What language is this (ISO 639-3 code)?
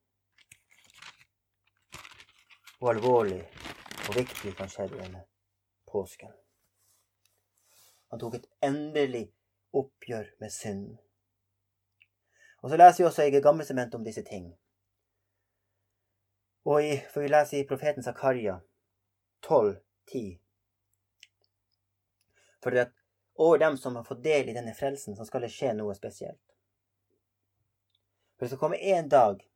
nor